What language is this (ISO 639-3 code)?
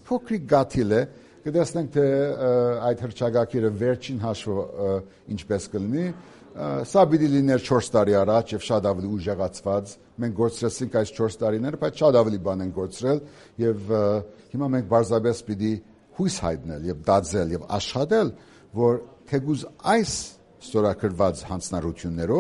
hye